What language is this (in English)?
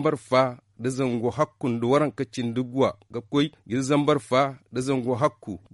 Zarma